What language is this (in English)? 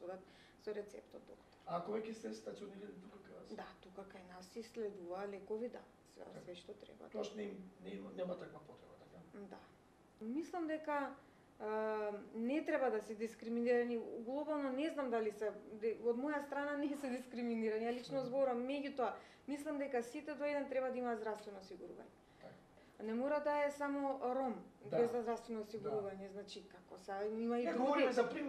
Macedonian